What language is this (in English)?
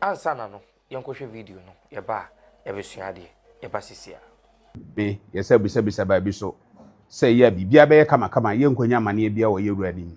Akan